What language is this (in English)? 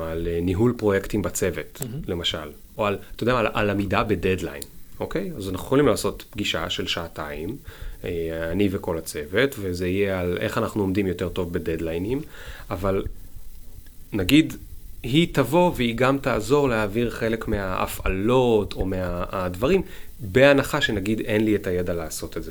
Hebrew